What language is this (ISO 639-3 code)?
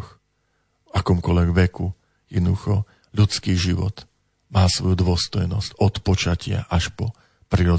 slk